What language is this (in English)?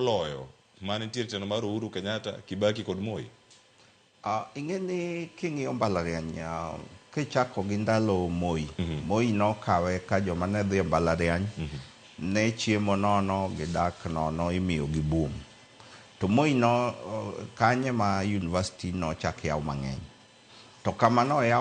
Luo (Kenya and Tanzania)